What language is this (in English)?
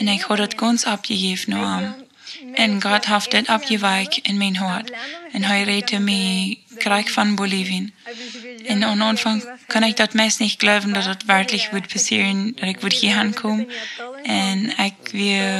Plautdietsch